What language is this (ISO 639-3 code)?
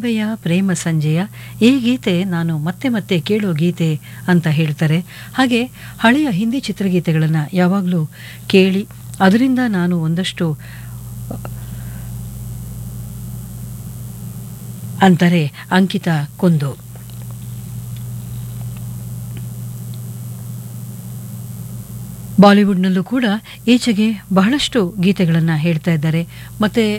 kan